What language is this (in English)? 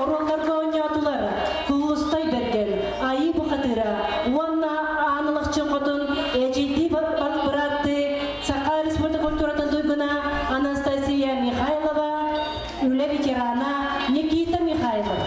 Yakut